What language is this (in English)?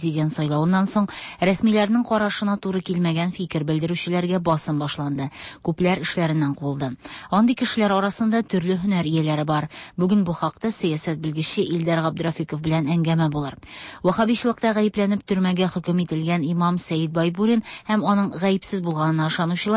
Tatar